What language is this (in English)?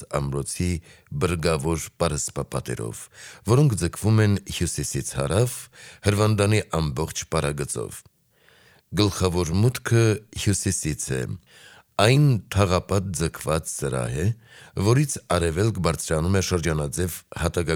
Armenian